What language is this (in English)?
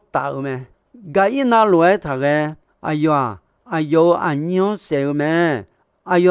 Akha